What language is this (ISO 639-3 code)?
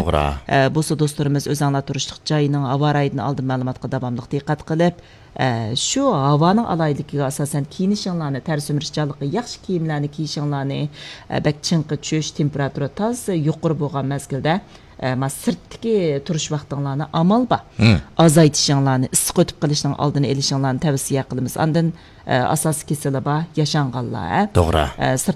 uig